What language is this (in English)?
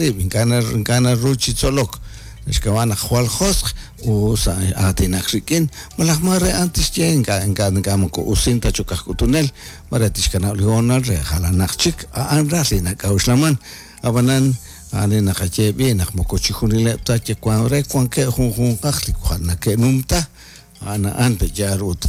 Kekchí